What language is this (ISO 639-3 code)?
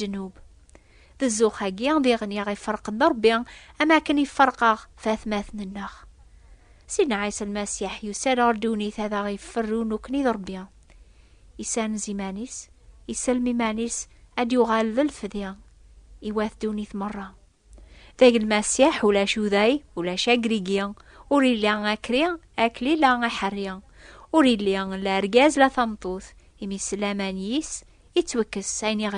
kab